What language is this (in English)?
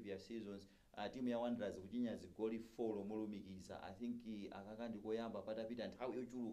Nyanja